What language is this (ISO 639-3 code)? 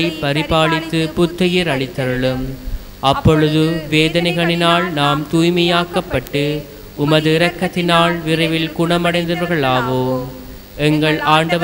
tam